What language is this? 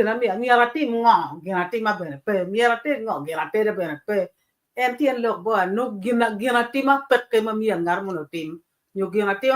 Acoli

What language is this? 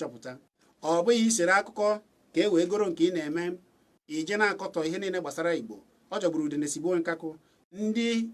Igbo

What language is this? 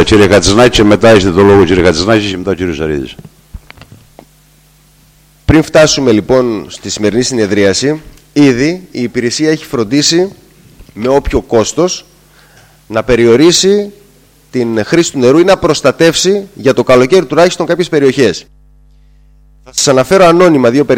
Greek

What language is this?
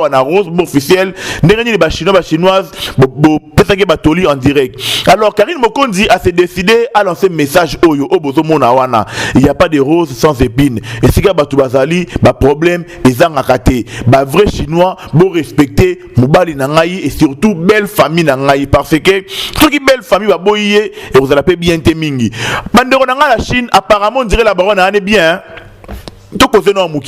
Lingala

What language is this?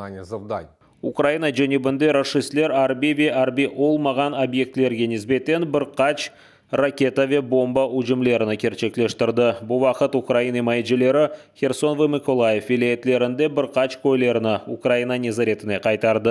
Crimean Tatar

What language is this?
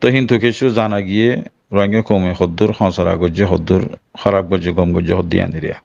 Rohingya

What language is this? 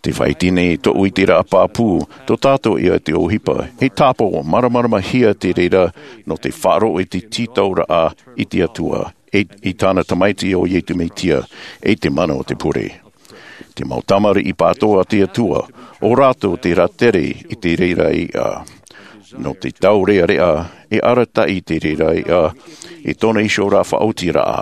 Tahitian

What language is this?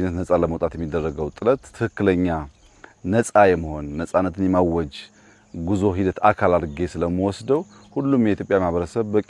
Amharic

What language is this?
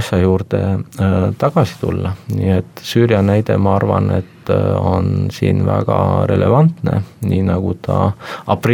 Estonian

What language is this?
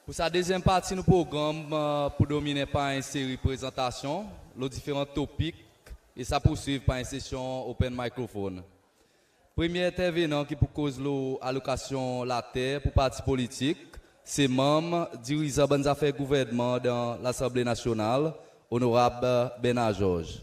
Seselwa Creole French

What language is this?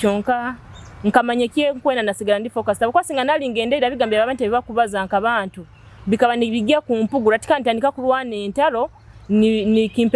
Nyoro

